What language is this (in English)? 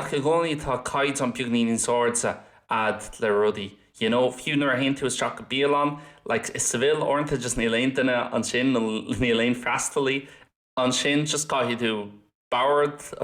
Irish